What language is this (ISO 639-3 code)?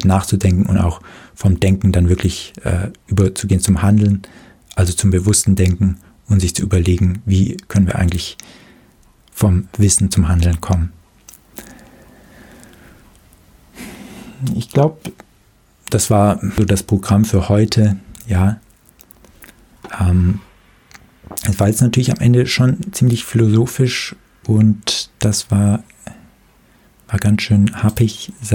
deu